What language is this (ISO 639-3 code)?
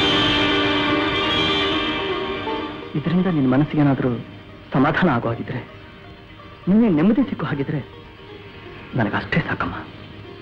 kan